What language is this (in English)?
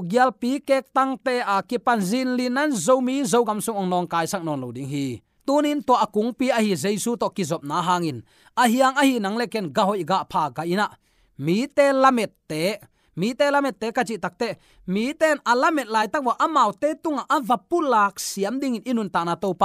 Tedim Chin